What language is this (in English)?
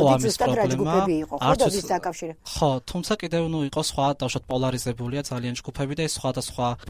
Georgian